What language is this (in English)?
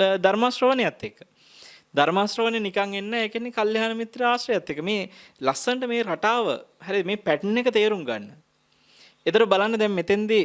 Sinhala